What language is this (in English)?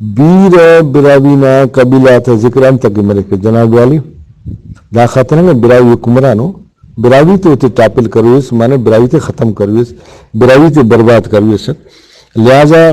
Brahui